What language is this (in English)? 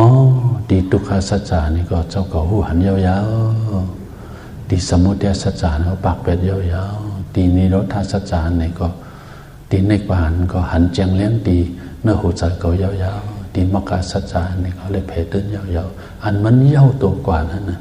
Shan